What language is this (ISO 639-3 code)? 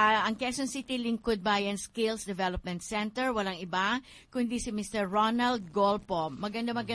fil